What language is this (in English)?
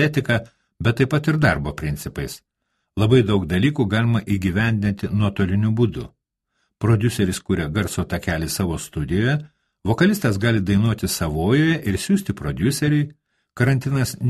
Lithuanian